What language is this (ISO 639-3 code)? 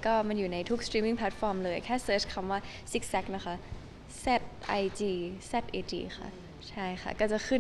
tha